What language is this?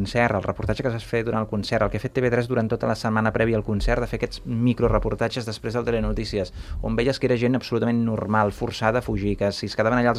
Catalan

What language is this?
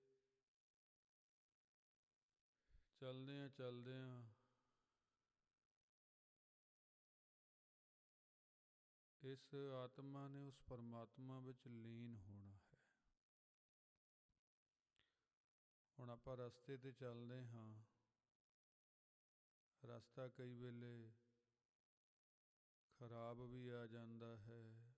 Punjabi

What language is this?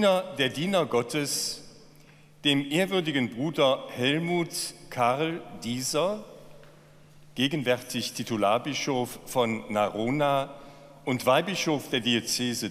German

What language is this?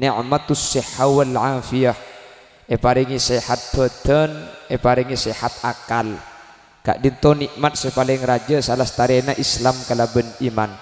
Madurese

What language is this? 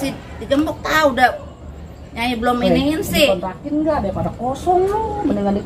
Betawi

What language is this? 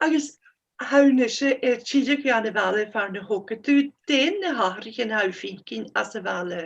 Scottish Gaelic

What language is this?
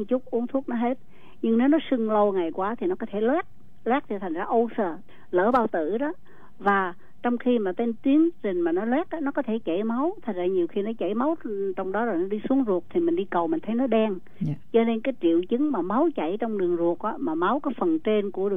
Vietnamese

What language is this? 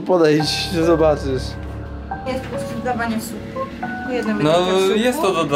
Polish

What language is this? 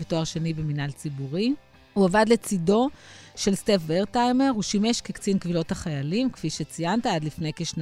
Hebrew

